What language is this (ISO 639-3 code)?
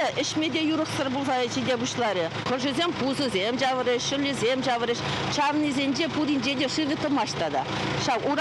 chv